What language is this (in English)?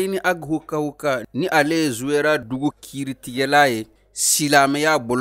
Bambara